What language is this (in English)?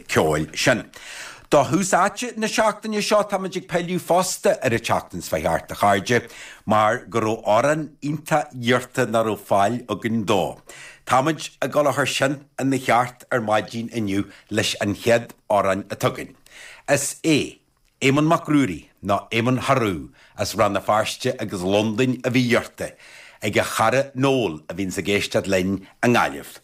Irish